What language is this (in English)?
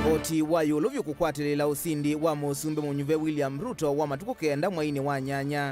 Kamba